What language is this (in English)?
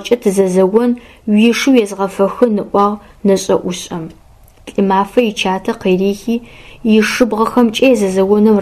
Adyghe